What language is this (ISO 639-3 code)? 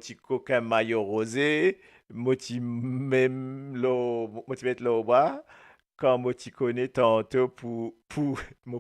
mfe